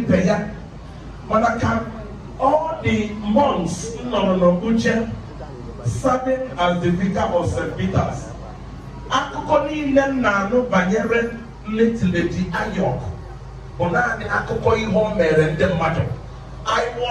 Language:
Igbo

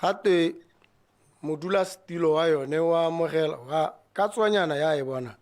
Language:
Tswana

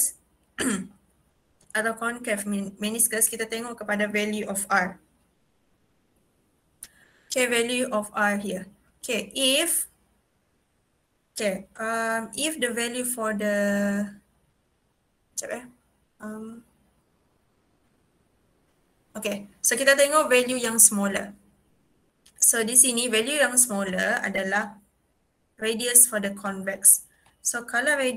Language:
Malay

